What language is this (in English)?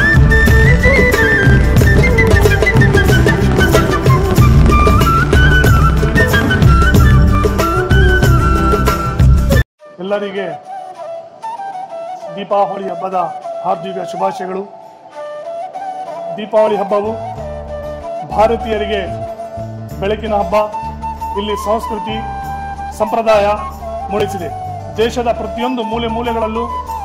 Kannada